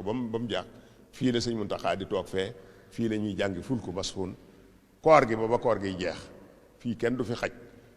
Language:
Wolof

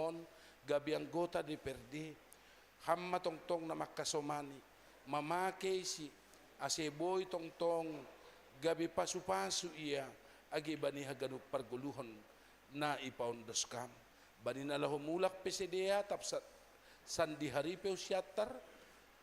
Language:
Batak Simalungun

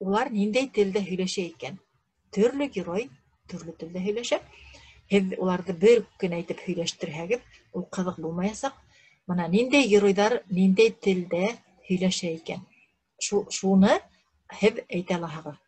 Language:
Bashkir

